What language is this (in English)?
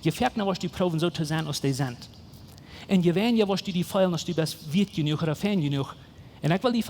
Plautdietsch